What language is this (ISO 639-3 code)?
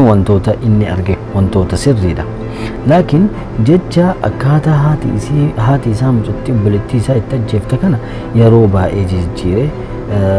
orm